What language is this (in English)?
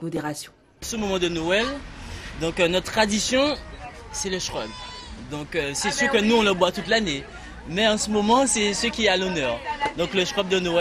French